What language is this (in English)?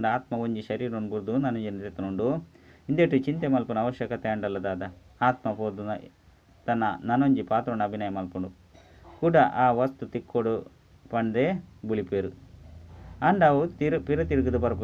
Tulu